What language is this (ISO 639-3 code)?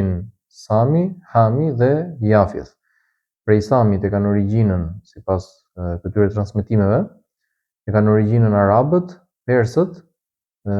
sqi